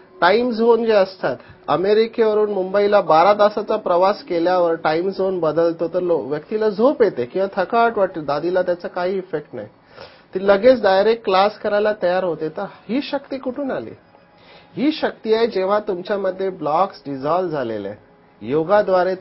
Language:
Marathi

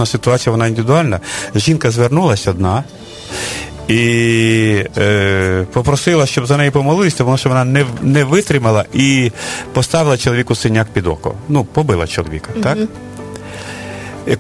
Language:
Ukrainian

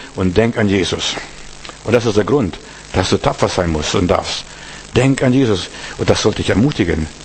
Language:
German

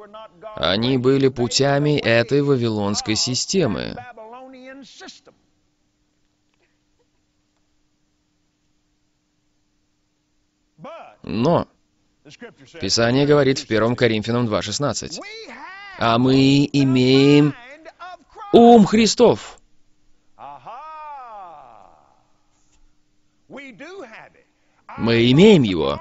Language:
Russian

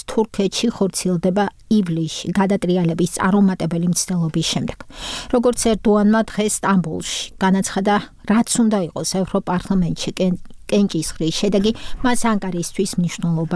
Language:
Georgian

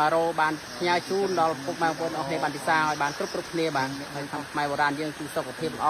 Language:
Khmer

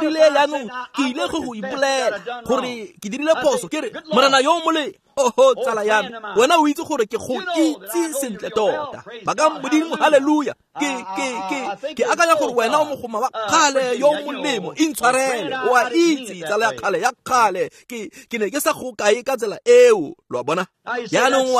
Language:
Tswana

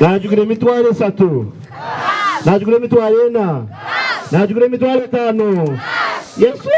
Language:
Nyankole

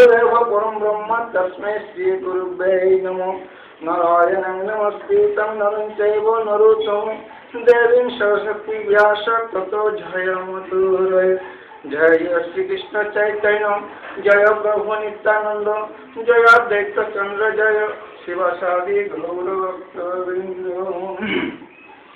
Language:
Bangla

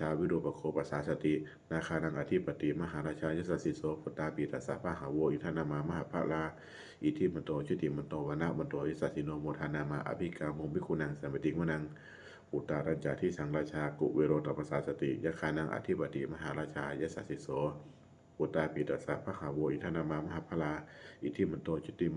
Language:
Pali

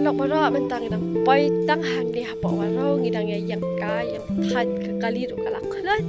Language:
Khasi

